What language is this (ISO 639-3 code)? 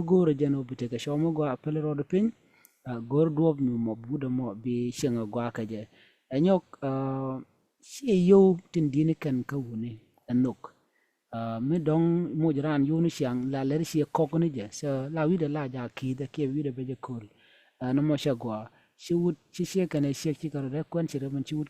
nus